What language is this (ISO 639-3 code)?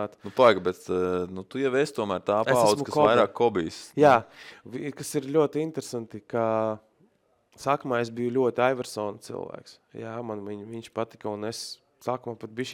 lav